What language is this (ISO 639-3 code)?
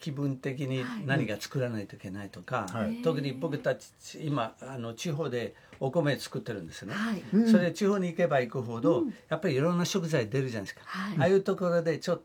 jpn